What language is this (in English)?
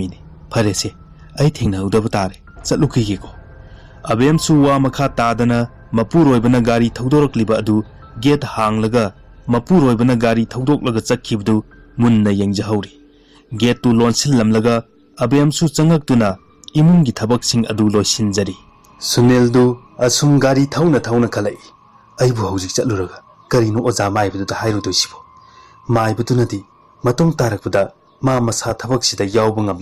Manipuri